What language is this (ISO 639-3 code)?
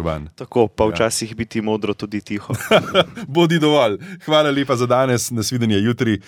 slv